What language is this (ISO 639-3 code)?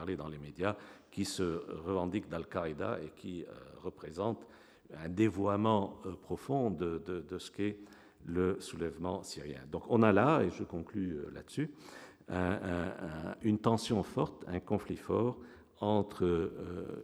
fra